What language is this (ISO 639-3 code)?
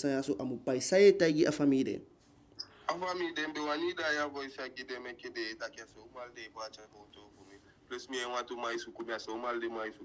djk